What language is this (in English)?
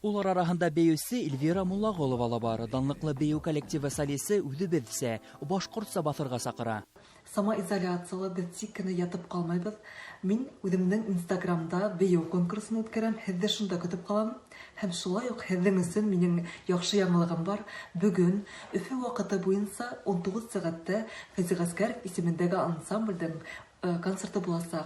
Bashkir